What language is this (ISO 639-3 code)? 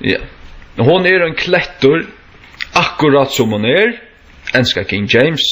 fao